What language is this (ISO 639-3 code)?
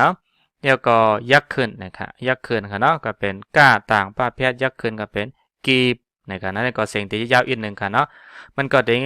shn